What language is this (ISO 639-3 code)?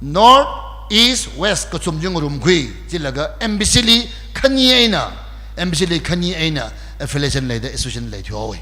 nmf